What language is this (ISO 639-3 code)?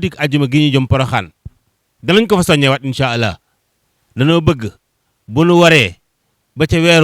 wol